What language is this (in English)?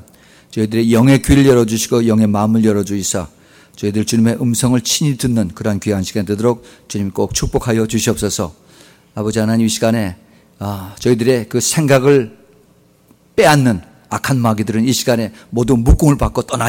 Korean